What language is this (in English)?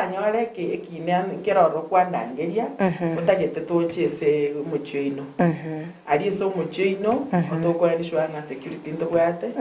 Gusii